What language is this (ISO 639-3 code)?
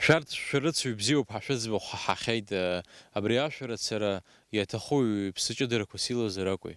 abk